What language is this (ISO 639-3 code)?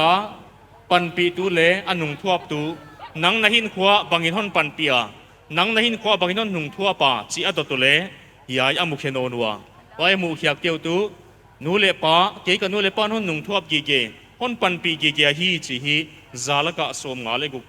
pck